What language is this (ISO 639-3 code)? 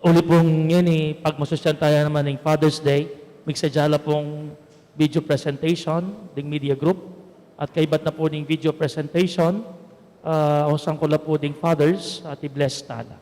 pam